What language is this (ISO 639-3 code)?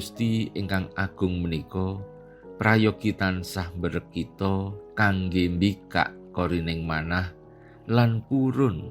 jav